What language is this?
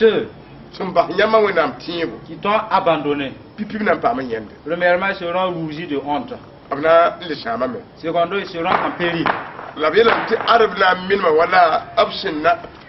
Mossi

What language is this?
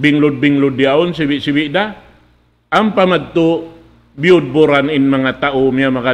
Tausug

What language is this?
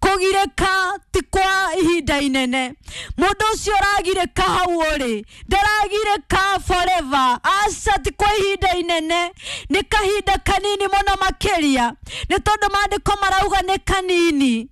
Kikuyu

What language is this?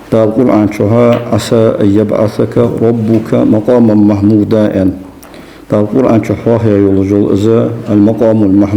Ingush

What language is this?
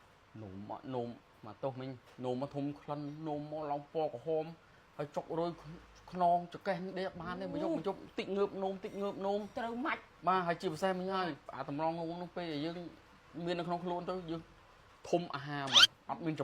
Khmer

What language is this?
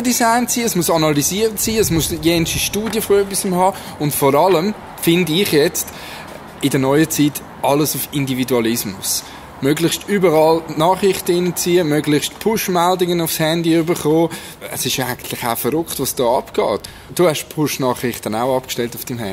Swiss German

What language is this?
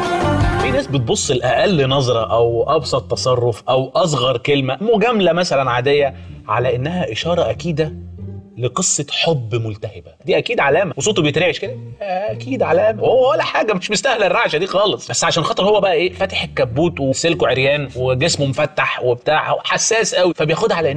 Egyptian Arabic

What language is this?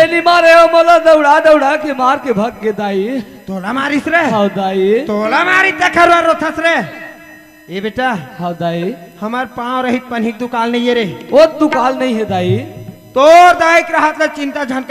Chhattisgarhi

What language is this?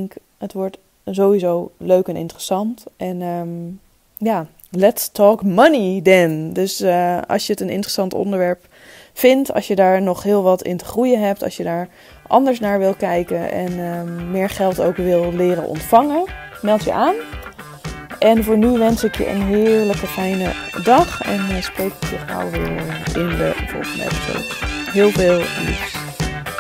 Dutch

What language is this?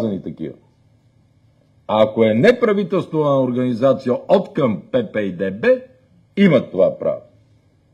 Bulgarian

